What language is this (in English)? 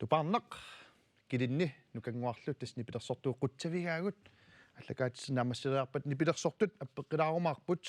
Kalaallisut